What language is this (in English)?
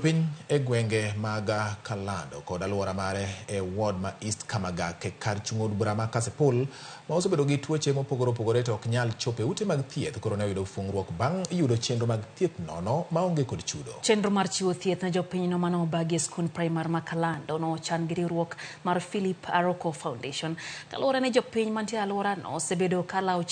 Luo (Kenya and Tanzania)